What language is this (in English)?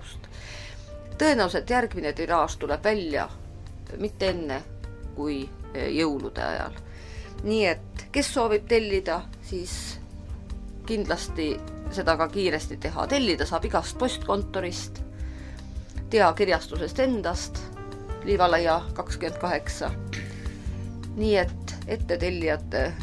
Estonian